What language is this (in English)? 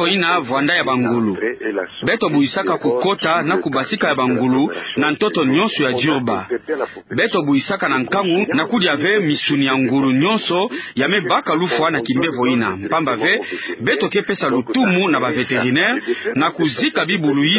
Kituba (Democratic Republic of Congo)